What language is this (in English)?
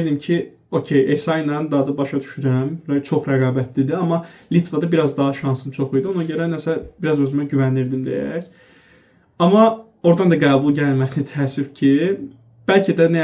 Azerbaijani